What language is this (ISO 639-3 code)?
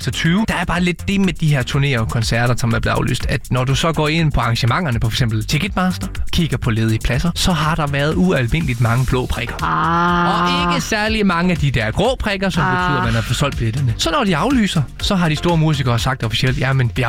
dan